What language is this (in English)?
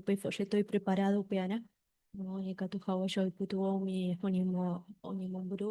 Guarani